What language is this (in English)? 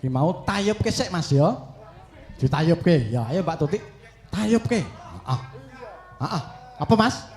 Javanese